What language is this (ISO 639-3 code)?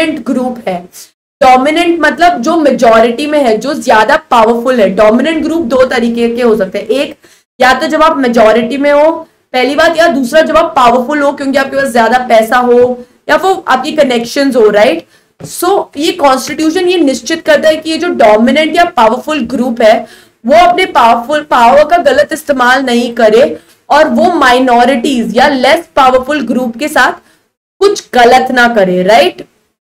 hin